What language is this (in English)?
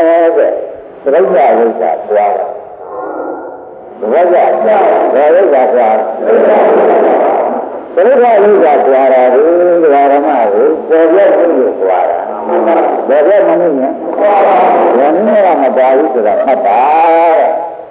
Burmese